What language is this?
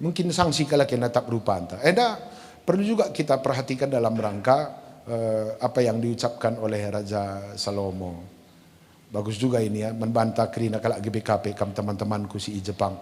Batak Karo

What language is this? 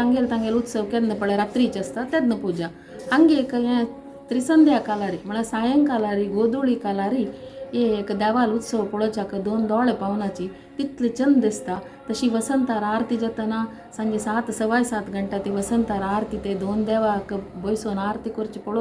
Konkani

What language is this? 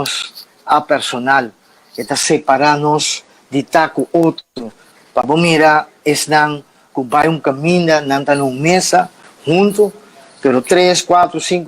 Papiamento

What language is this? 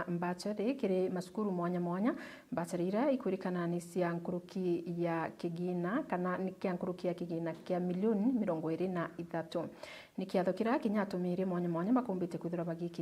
Meru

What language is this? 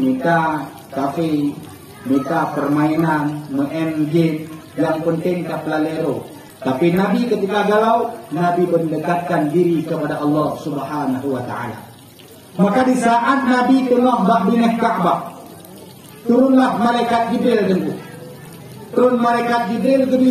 Achinese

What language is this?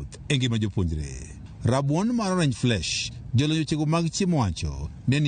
Luo (Kenya and Tanzania)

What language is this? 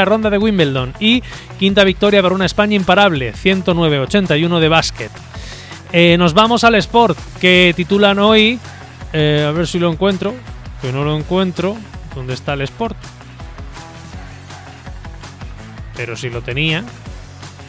Spanish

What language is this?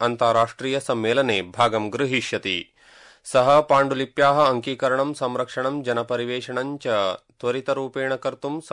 Sanskrit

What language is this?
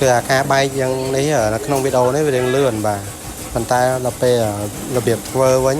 Khmer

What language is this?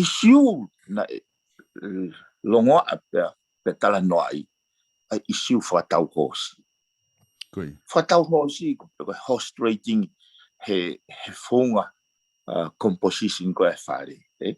Tongan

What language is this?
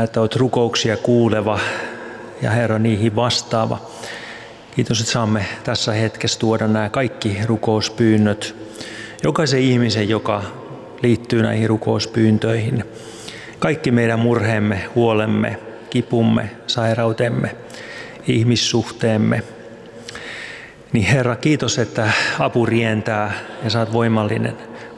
Finnish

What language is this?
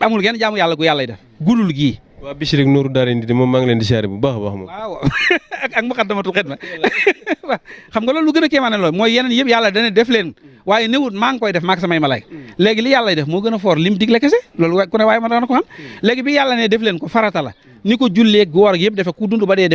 Wolof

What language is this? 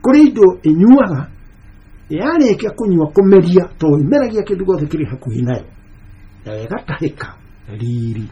Kikuyu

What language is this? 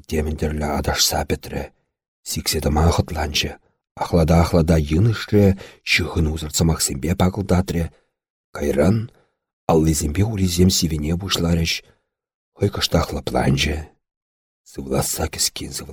Chuvash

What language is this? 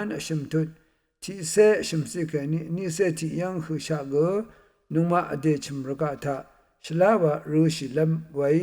Rawang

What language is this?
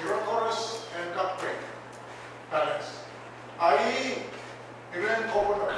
Pohnpeian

